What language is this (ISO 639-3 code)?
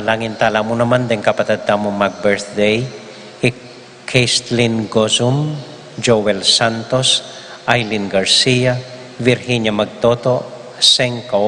pam